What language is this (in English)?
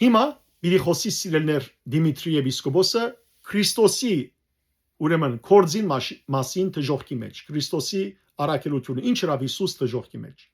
Western Armenian